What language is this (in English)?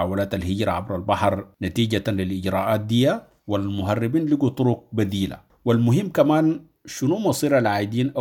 Sudanese Arabic